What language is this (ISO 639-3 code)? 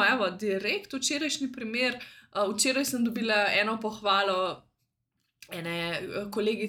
slv